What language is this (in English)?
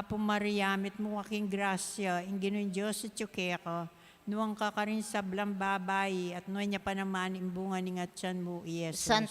Pampanga